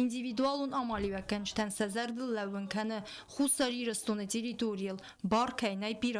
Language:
Ossetic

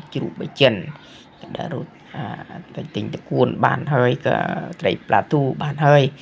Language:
Khmer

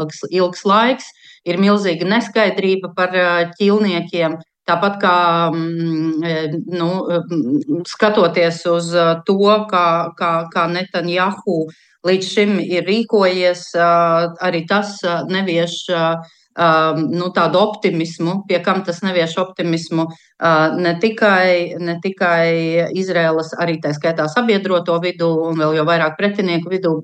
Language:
Latvian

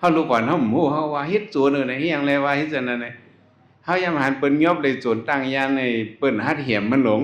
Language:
Shan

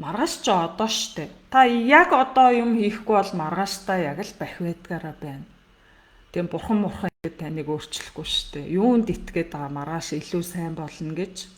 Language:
Mongolian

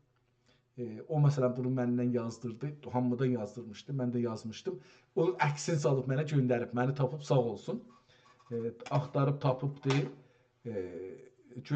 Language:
South Azerbaijani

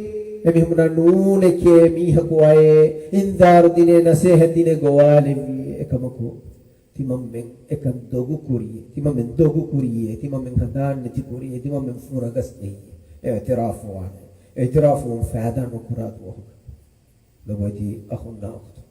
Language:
Divehi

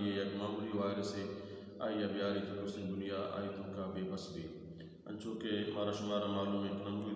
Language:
Baluchi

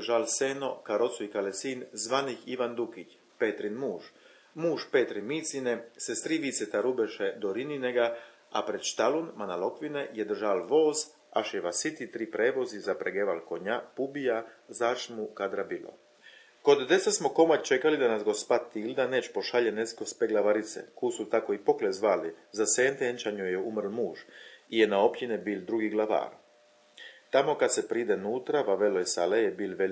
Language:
Chakavian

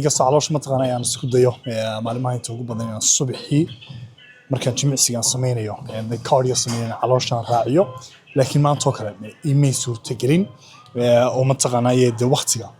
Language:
Somali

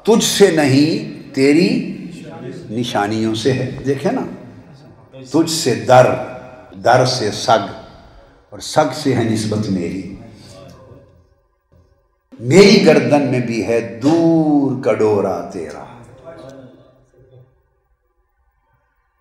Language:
Urdu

